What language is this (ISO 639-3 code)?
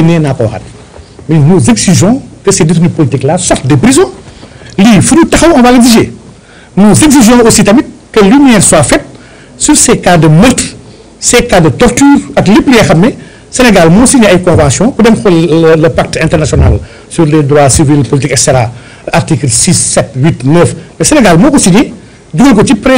wol